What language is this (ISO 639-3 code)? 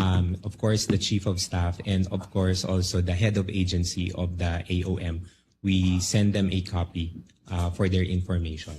war